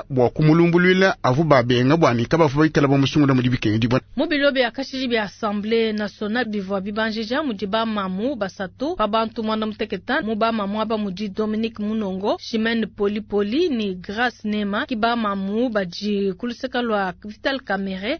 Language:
Luba-Lulua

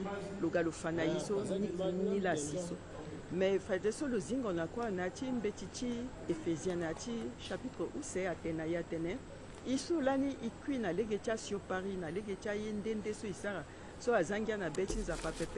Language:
Sango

